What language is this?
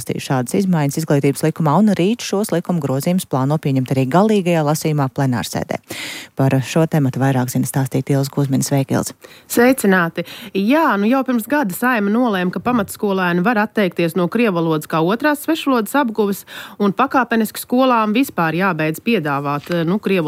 Latvian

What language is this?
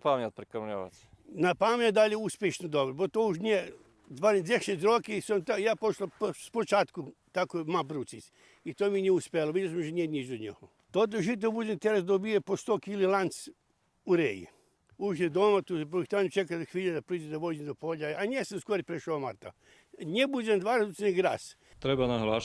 Rusyn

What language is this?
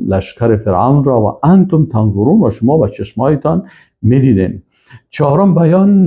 Persian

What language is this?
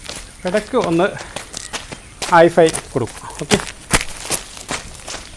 Malayalam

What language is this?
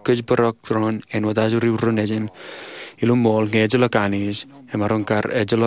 Marshallese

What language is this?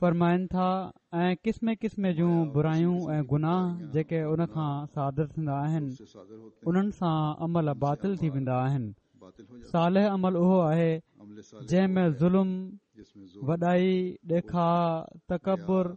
Sindhi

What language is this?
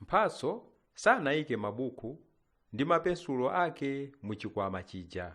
Nyanja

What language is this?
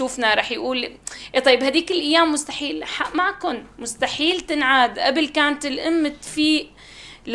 North Levantine Arabic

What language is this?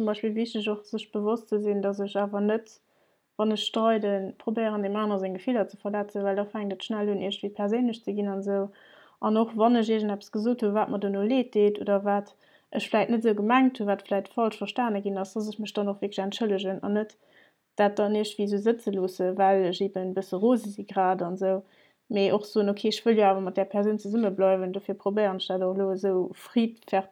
Luxembourgish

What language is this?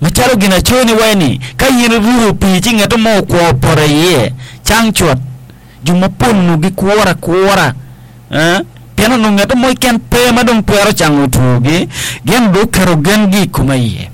Acoli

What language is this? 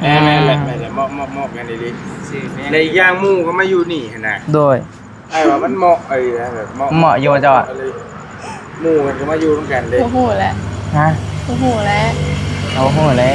Northeastern Thai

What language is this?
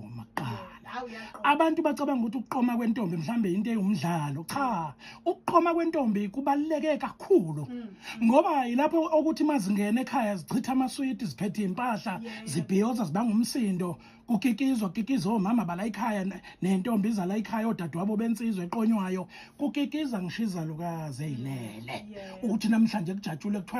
Zulu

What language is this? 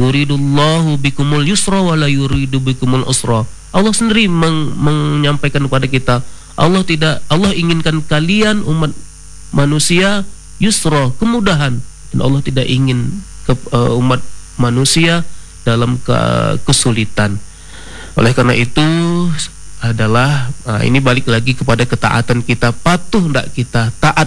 Indonesian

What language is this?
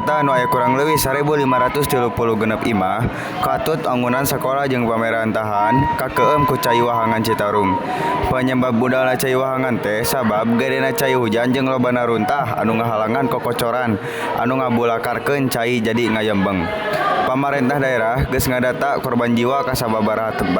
Sundanese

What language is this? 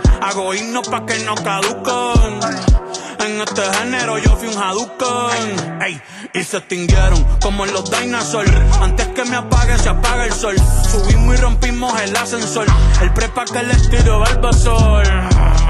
Spanish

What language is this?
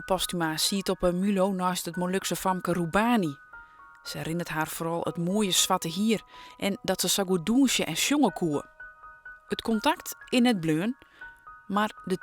Western Frisian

